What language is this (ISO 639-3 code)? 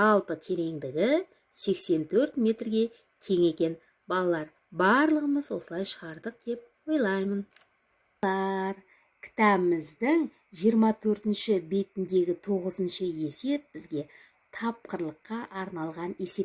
kaz